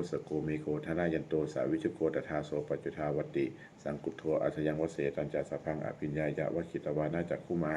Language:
Pali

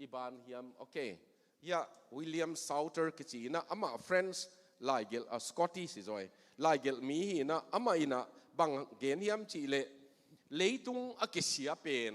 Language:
Tedim Chin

